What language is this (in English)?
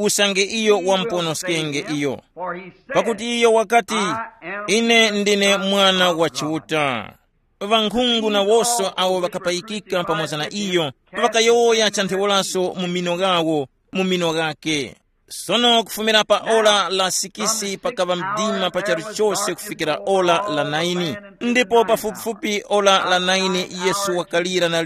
Tumbuka